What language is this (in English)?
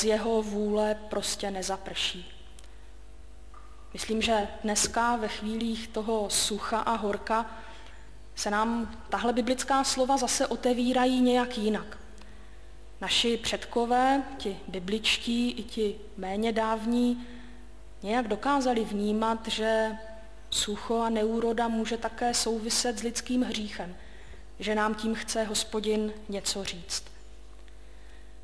Czech